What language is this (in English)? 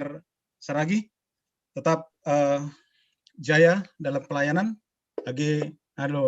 Batak Simalungun